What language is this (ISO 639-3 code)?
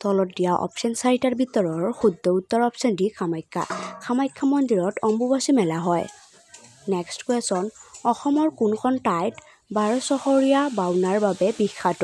asm